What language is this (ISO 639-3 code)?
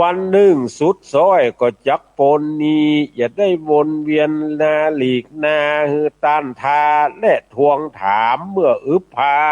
nod